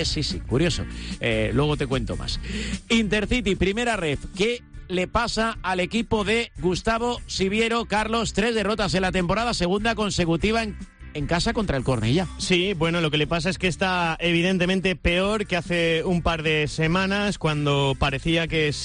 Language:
Spanish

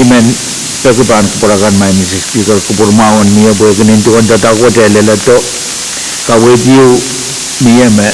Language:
Pohnpeian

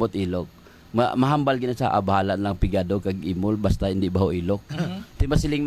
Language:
Hiligaynon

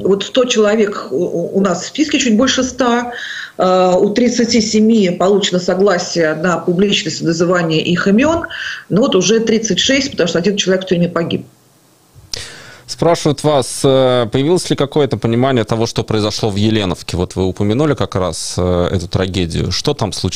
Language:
Russian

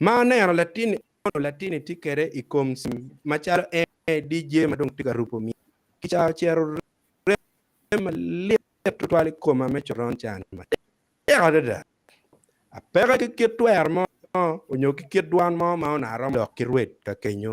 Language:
Acoli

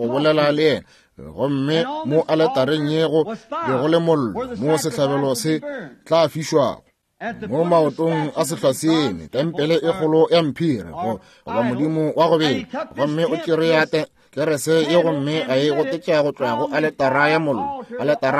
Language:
Northern Sotho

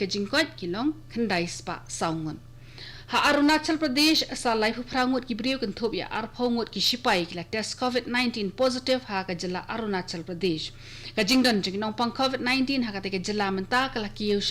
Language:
Khasi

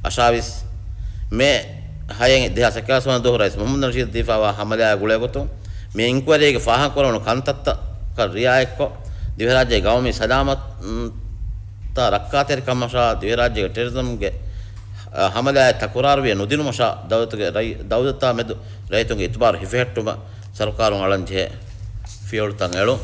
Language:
Divehi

